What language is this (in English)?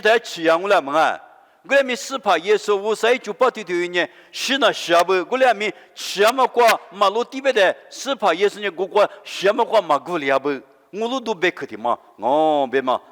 Lisu